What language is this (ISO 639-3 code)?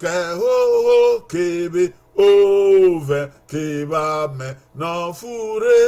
bin